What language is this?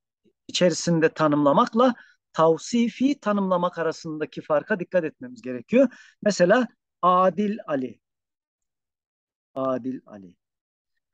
Turkish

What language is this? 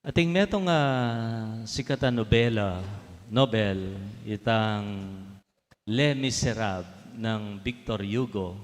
Pampanga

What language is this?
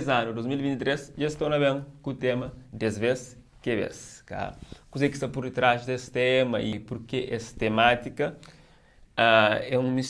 Kabuverdianu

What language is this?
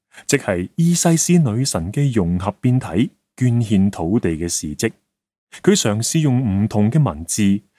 Cantonese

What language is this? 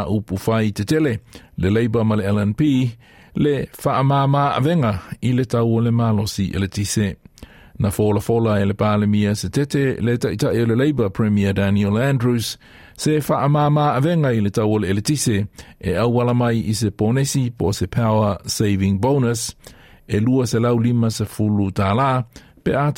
Samoan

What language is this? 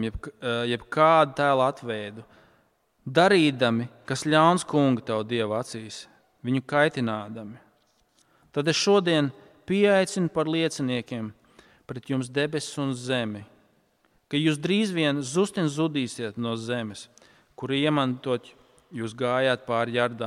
Latvian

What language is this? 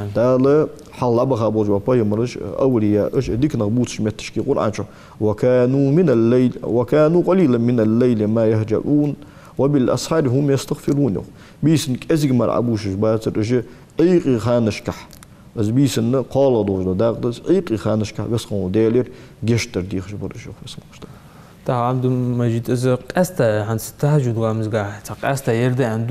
Ingush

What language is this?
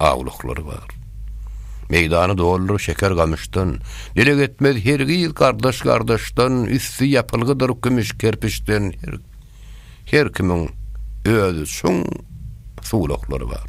Turkmen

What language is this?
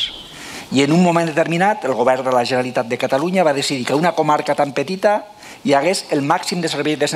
Catalan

